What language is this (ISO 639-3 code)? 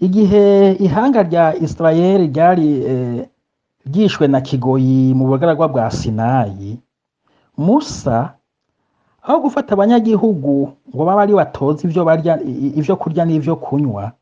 run